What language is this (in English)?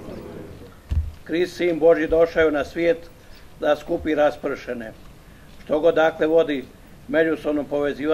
Croatian